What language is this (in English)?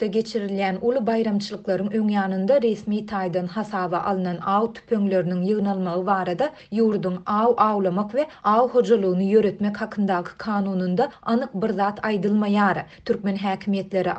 Turkmen